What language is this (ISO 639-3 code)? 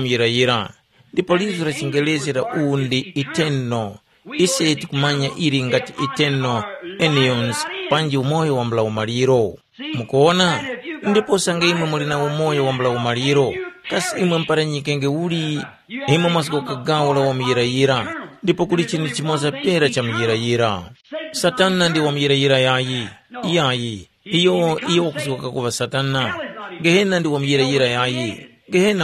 tum